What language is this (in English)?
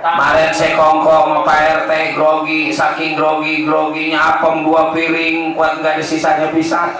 Betawi